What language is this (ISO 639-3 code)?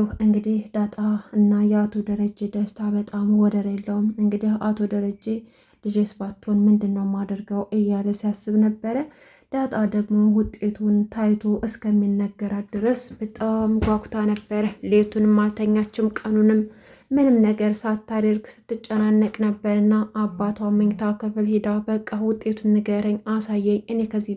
amh